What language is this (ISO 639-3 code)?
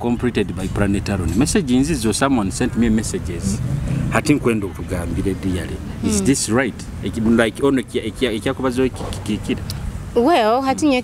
nyo